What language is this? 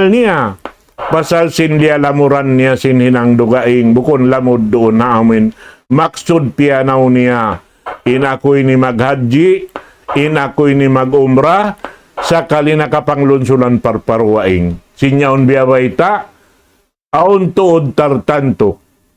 Tausug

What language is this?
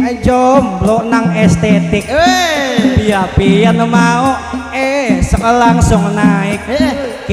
Banjar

